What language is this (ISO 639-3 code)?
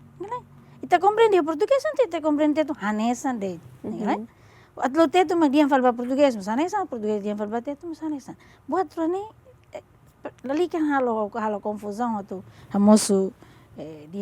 tet